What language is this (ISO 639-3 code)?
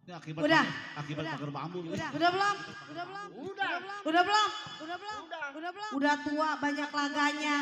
bew